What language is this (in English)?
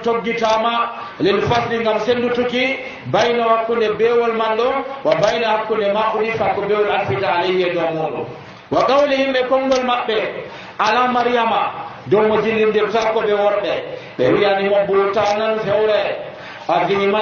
Nigerian Fulfulde